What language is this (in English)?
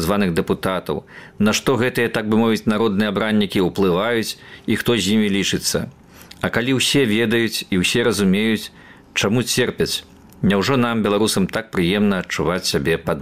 Belarusian